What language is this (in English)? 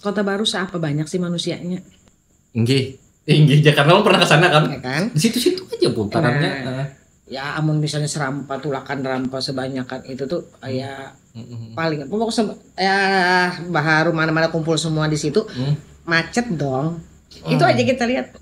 Banjar